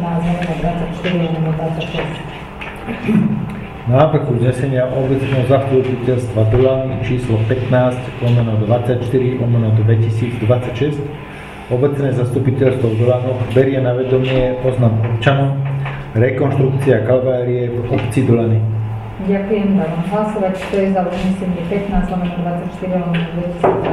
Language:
Slovak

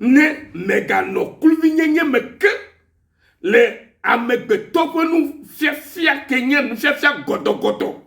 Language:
Ewe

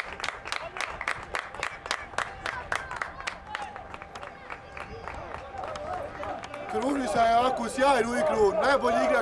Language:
Serbian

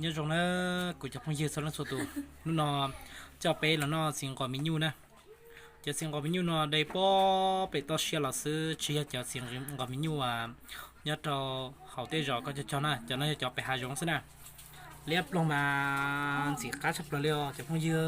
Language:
Hmong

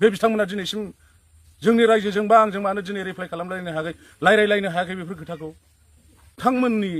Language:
Bodo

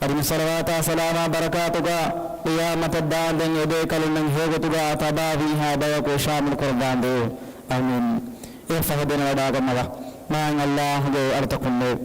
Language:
Divehi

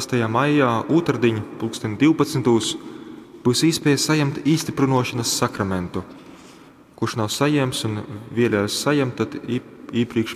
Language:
Latgalian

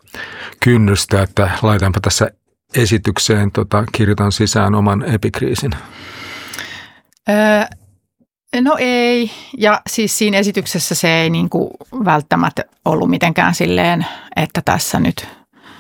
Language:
Finnish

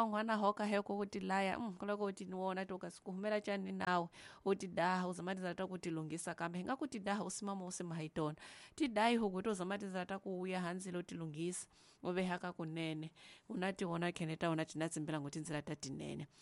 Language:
Tsonga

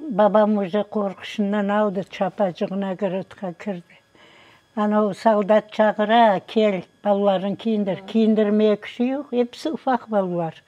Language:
Crimean Tatar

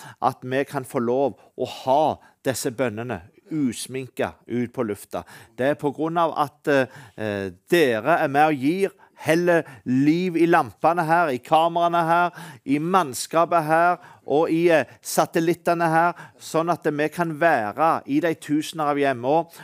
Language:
Norwegian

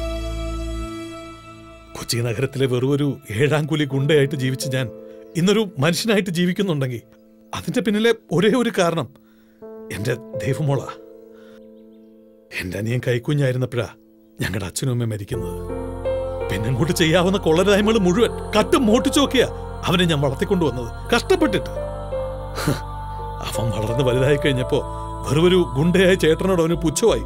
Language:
Malayalam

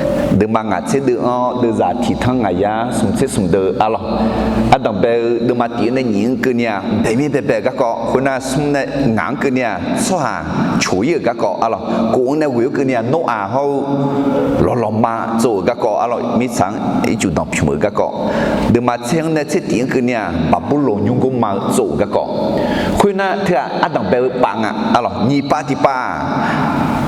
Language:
Akha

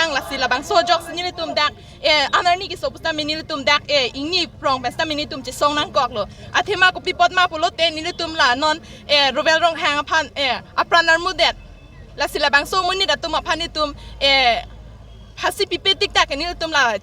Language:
Karbi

